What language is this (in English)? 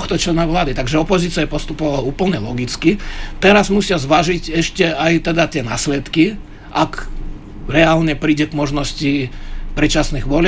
Slovak